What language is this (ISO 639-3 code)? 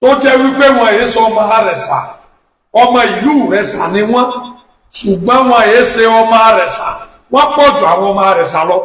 yor